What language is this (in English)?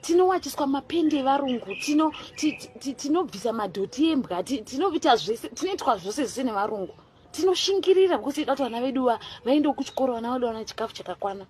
Shona